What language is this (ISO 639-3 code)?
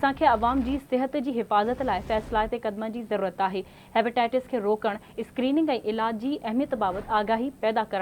snd